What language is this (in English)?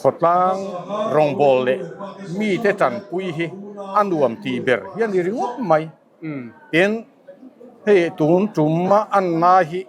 Mizo